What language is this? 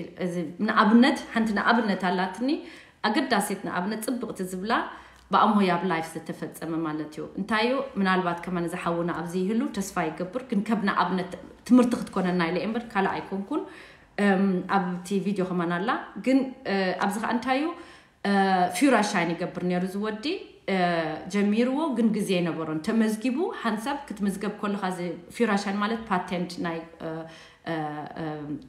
Tigrinya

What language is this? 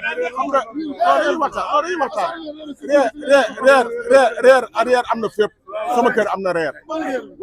Wolof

